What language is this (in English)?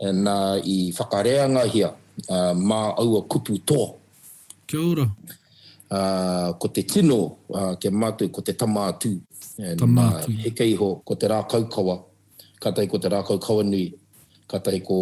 Māori